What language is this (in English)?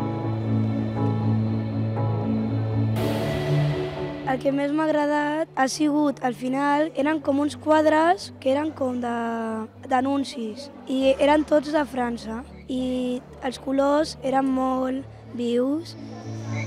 Catalan